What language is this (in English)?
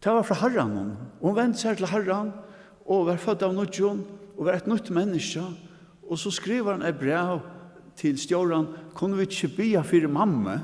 Faroese